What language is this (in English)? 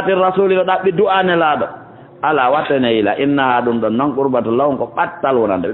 Fula